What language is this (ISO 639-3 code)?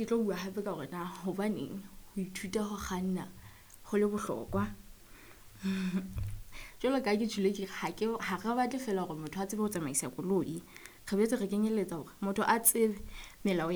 sot